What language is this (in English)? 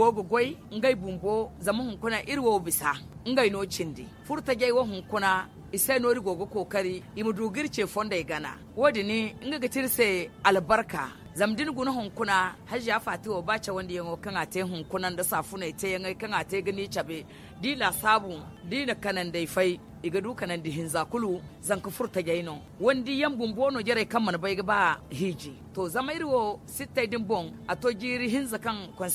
Zarma